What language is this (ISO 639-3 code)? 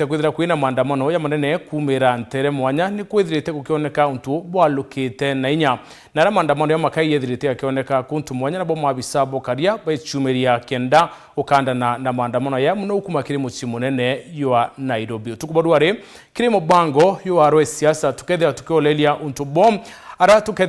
mer